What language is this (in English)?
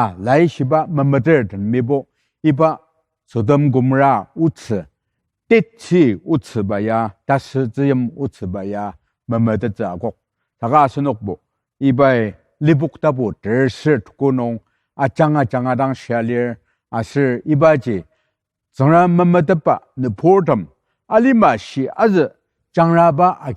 Ao Naga